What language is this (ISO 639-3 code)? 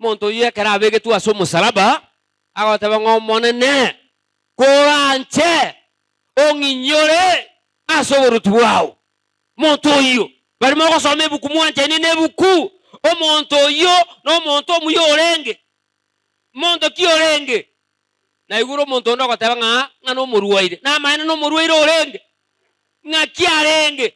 guz